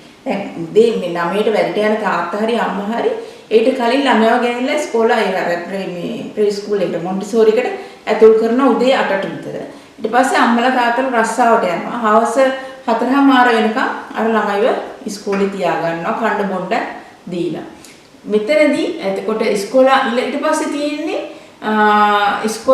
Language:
Sinhala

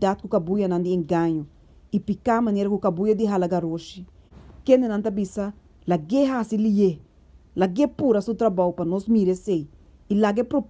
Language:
Papiamento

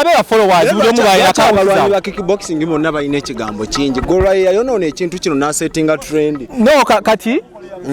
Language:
Ganda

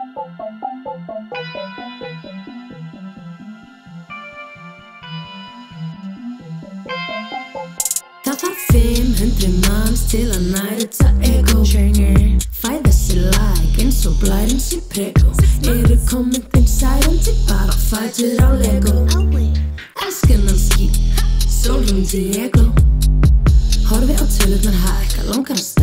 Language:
Icelandic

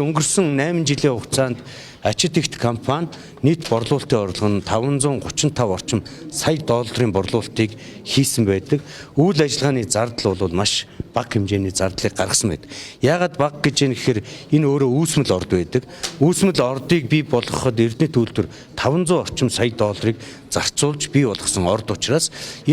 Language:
Mongolian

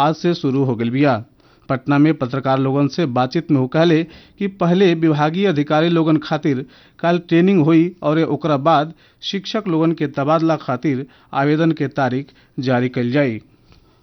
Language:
Bhojpuri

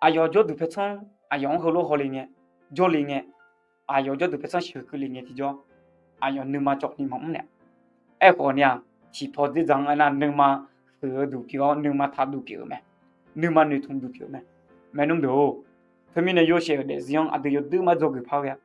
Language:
Akha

